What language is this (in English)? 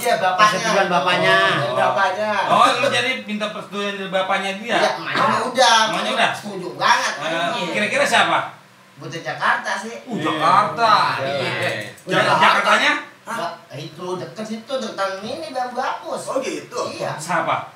Betawi